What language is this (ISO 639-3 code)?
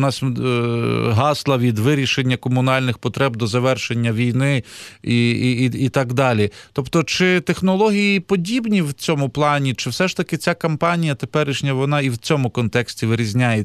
ukr